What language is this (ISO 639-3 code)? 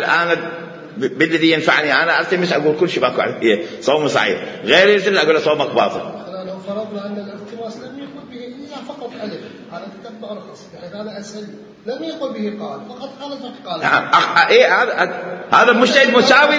acm